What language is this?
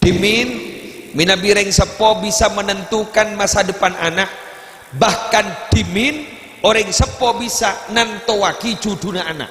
Madurese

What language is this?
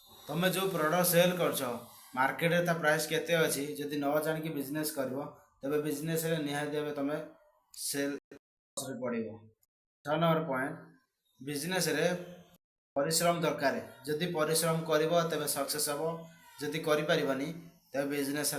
Odia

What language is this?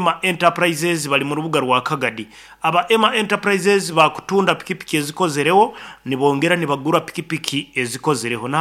Nyankole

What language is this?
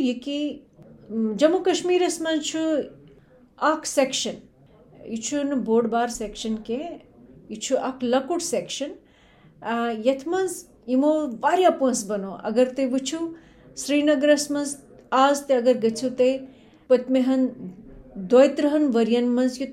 Kashmiri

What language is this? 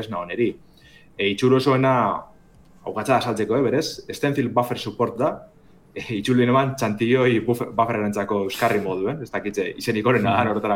Basque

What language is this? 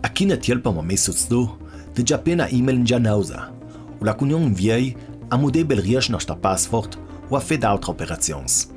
Ladin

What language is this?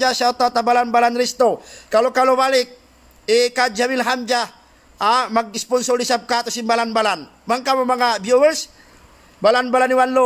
Tausug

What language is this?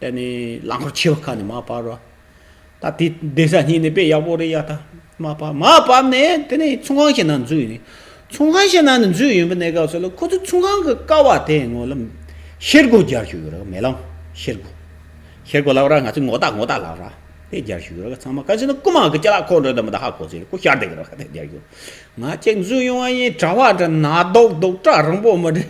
Tibetan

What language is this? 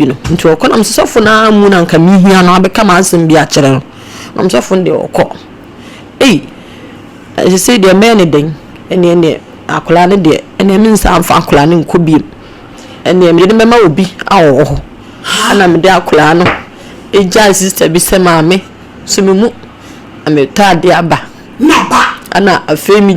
Akan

